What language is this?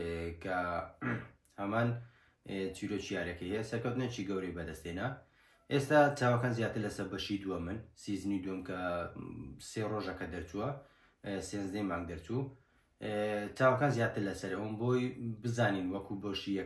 Central Kurdish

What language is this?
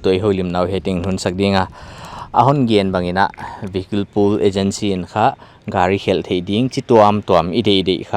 Paite Chin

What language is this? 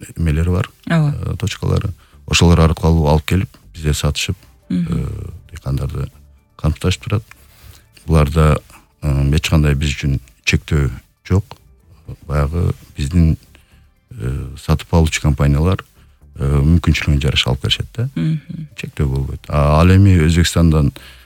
Kyrgyz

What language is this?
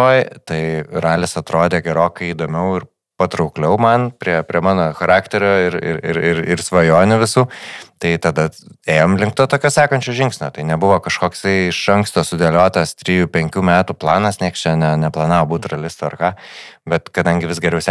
Lithuanian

